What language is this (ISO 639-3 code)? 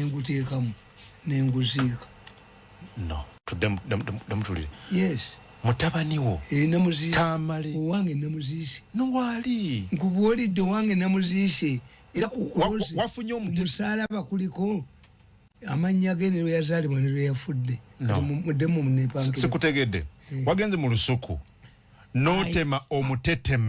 lug